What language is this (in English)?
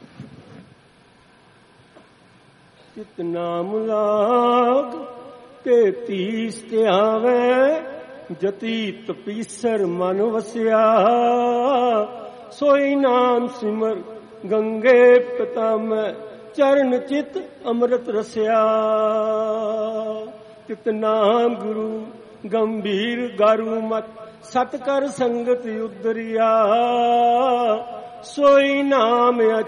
Punjabi